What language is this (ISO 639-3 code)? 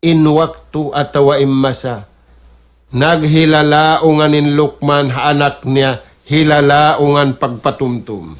tsg